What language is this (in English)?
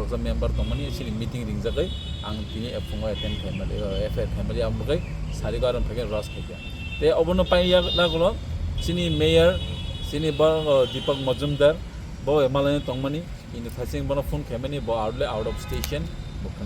Kok Borok